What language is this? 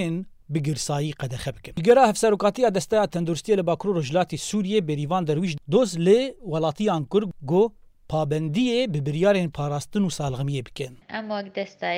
Kurdish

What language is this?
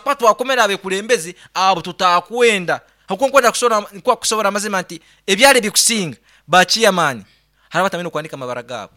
Nyankole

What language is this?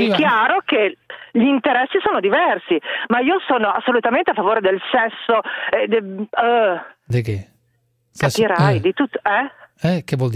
Italian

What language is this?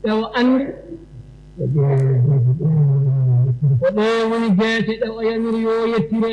Fula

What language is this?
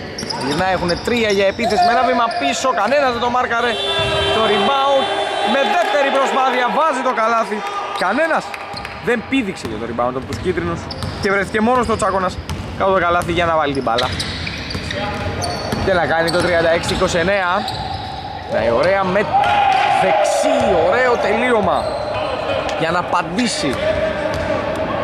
Greek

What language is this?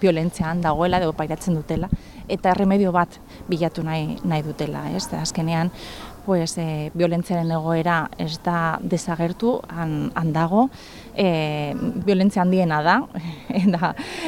Basque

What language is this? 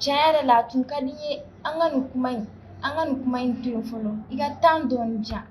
Bambara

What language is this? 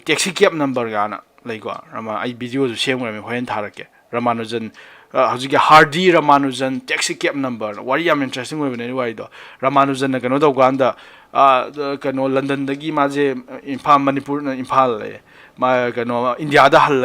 Manipuri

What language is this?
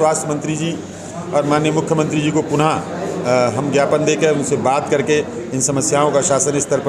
Hindi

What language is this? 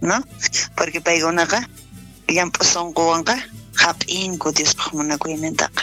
South Bolivian Quechua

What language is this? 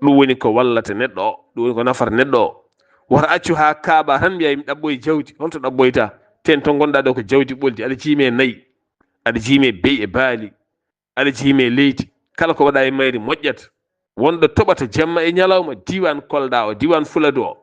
Fula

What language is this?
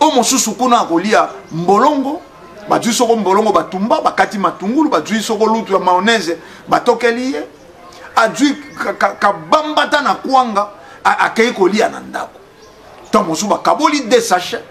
Lingala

